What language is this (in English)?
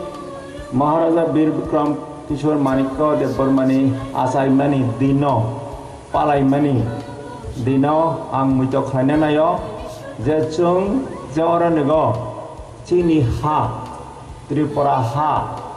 Kok Borok